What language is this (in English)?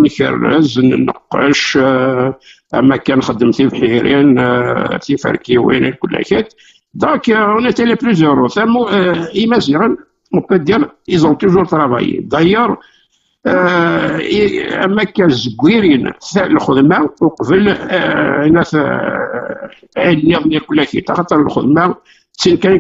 Kabyle